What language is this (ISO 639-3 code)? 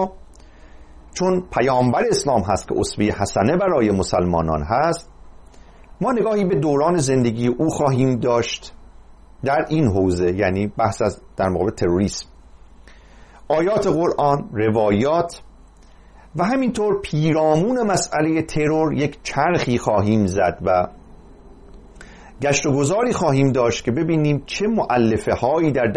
fas